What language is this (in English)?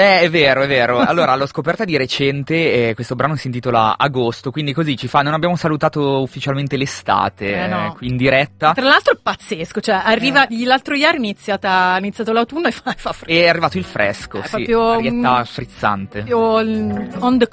Italian